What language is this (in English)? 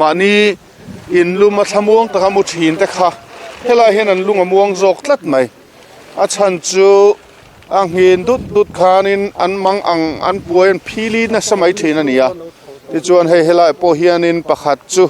Mizo